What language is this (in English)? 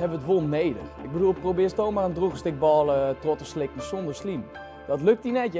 Western Frisian